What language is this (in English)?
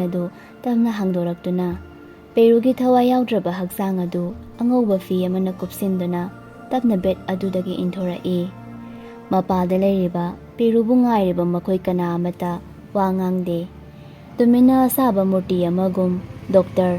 Manipuri